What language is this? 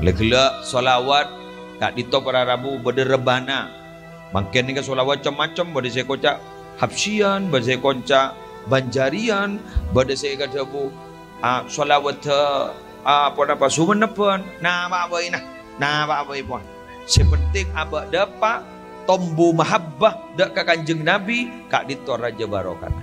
Madurese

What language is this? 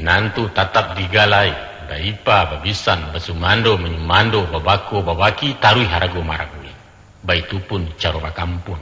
Minangkabau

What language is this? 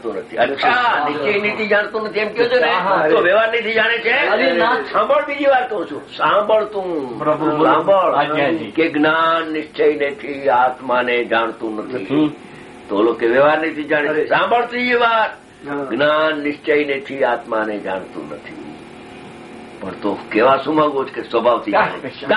Gujarati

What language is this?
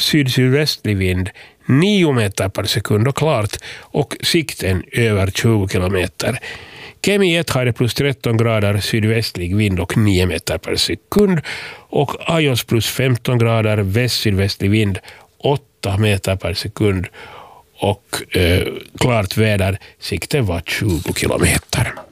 Swedish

